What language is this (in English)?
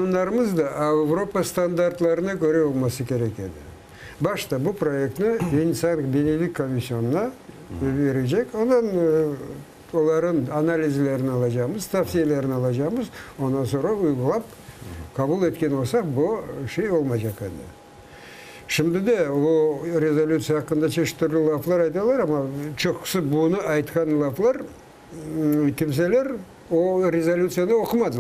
Crimean Tatar